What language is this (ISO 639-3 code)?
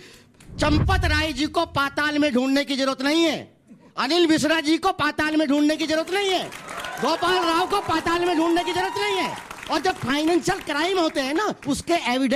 hin